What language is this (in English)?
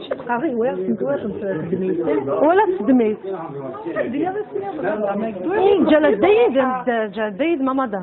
Kabyle